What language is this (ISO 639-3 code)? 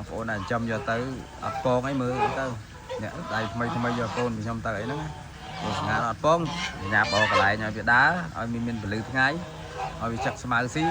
khm